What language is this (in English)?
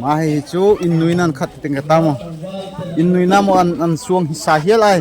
Darlong